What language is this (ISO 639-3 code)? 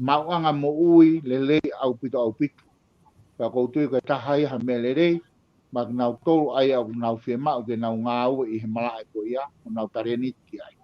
ton